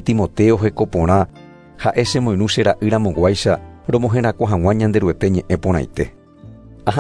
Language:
Guarani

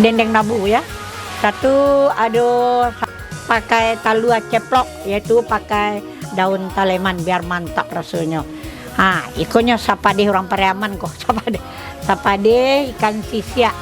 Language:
Minangkabau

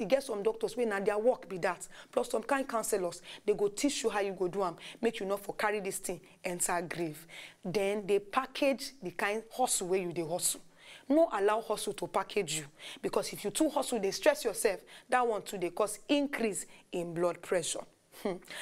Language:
Nigerian Pidgin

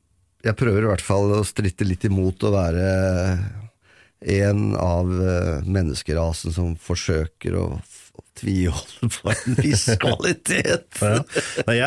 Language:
Norwegian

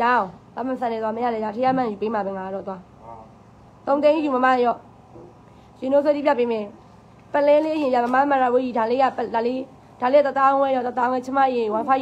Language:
Burmese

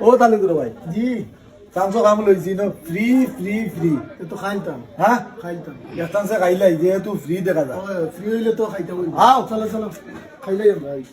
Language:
Sylheti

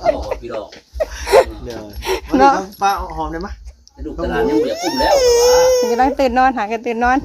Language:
Northeastern Thai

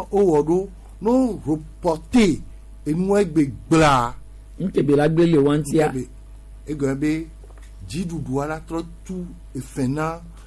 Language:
Gen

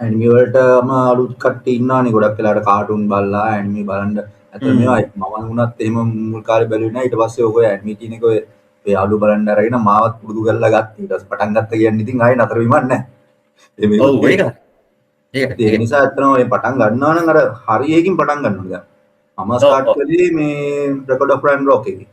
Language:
Sinhala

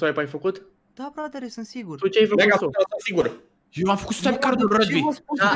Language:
Romanian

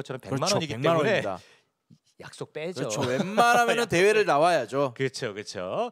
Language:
Korean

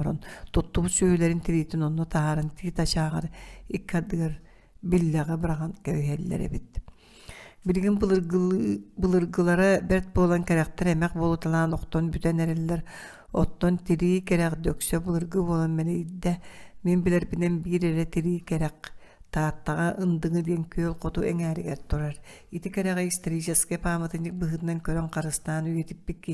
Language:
Yakut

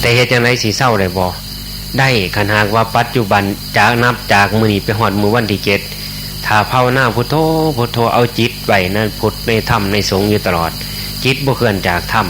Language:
Northeastern Thai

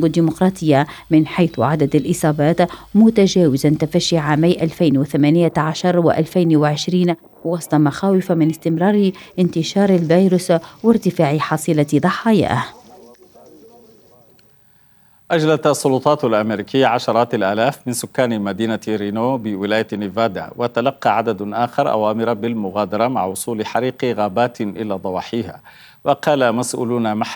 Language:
Arabic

